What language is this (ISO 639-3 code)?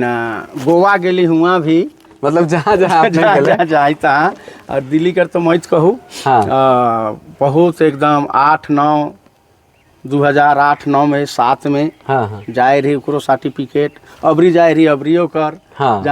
sck